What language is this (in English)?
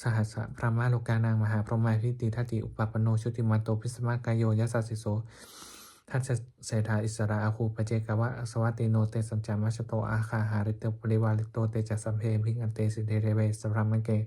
Pali